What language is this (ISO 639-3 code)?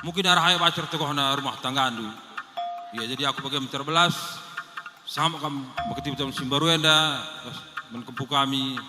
btx